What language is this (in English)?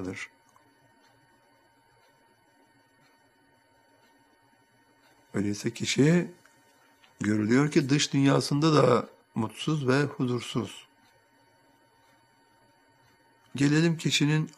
Turkish